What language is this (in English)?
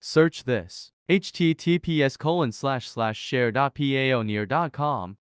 English